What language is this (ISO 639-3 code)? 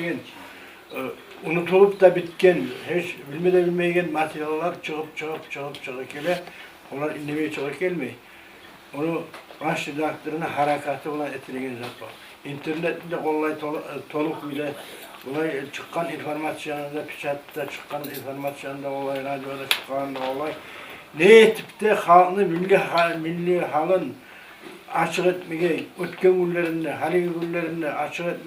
kum